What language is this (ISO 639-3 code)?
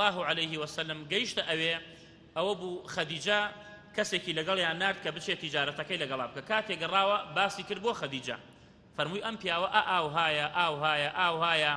ckb